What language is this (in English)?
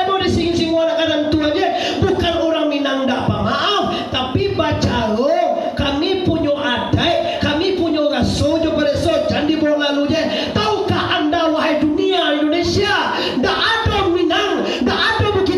Minangkabau